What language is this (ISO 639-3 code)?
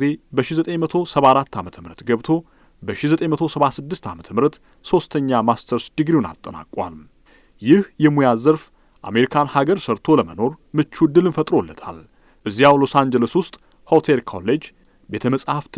amh